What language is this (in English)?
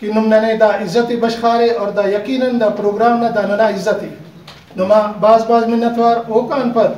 Brahui